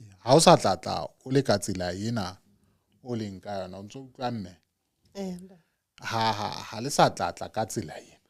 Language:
Southern Sotho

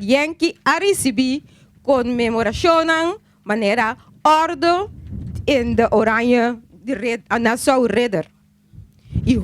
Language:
Papiamento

